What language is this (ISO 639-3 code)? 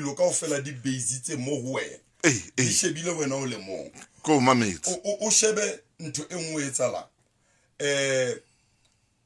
sot